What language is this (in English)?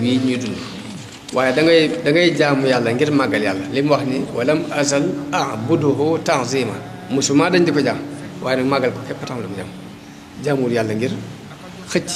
Wolof